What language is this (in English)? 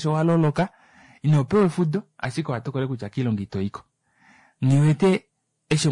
Kuanyama